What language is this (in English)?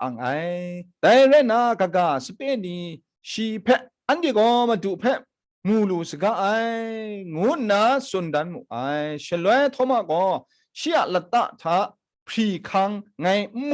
Kachin